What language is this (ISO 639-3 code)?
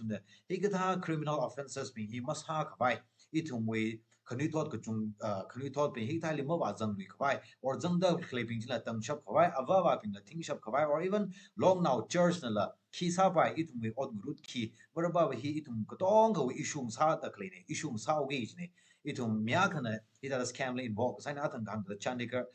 nmf